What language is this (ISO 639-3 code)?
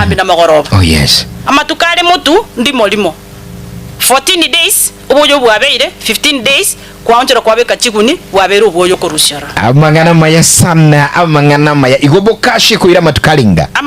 guz